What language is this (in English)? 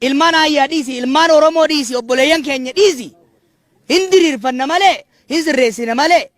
Oromo